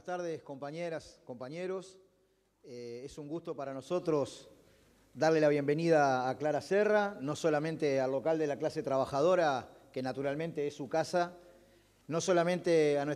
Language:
Spanish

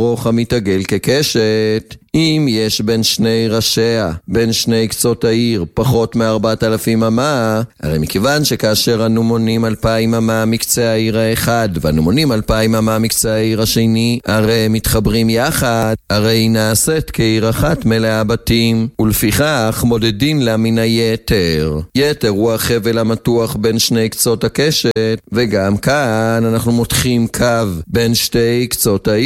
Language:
Hebrew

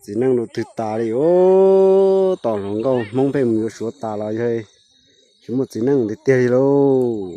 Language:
Hmong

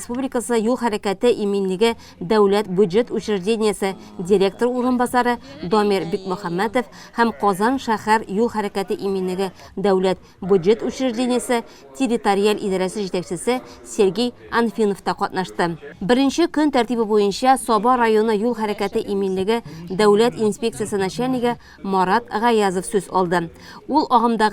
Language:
Tatar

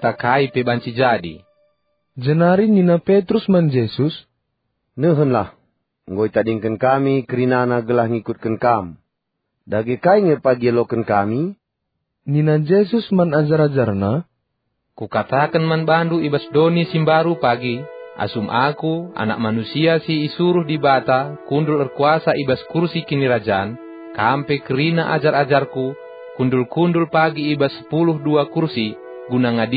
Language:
Batak Karo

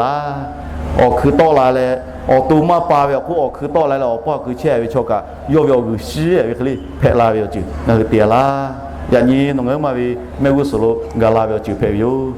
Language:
Lahu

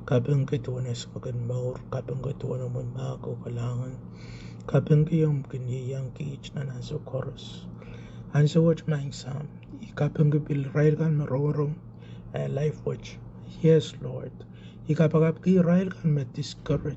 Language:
Pohnpeian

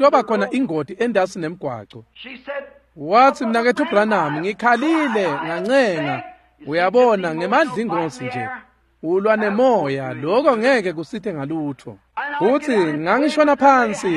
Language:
Swati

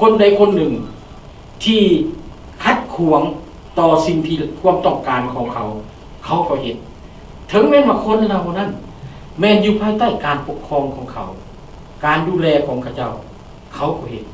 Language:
Lao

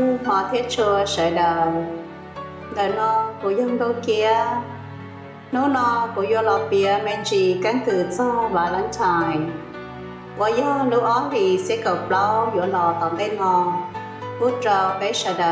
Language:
Hmong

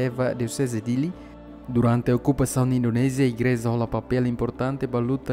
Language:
Tetum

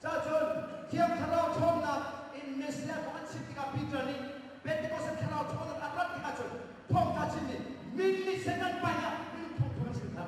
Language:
Hakha Chin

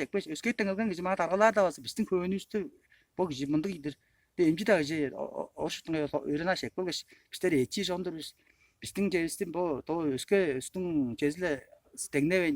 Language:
Tuvinian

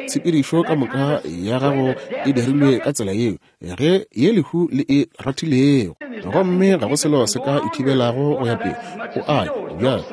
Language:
Northern Sotho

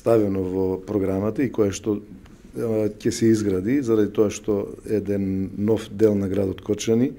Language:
Macedonian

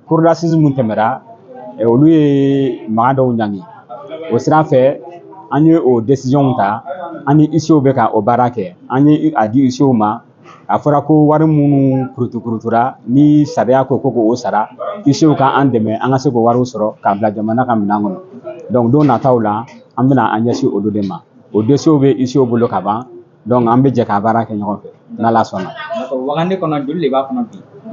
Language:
Bambara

